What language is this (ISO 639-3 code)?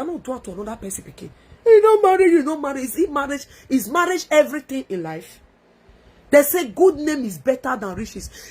pcm